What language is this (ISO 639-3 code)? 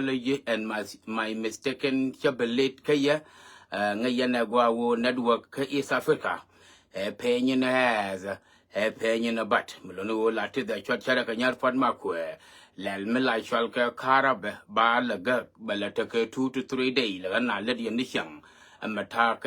nus